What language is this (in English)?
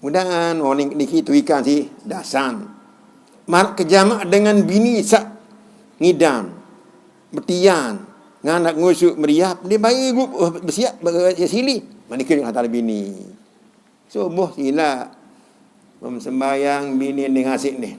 Sasak